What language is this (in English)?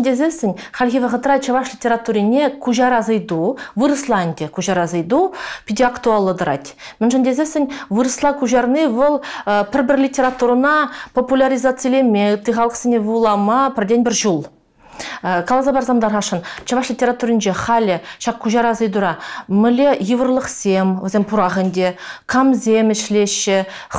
Chuvash